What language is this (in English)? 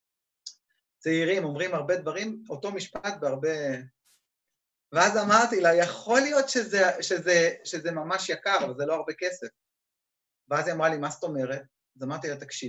Hebrew